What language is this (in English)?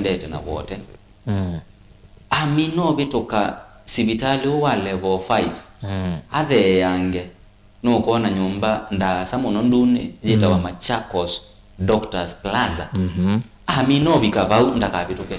Kamba